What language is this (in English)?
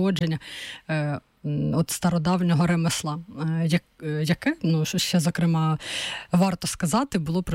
Ukrainian